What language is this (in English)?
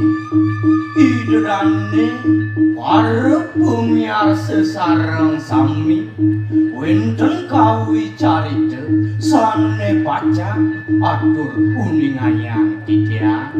Balinese